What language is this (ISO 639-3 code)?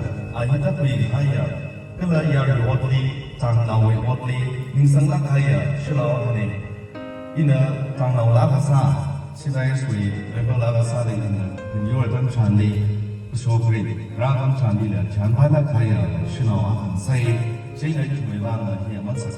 nmf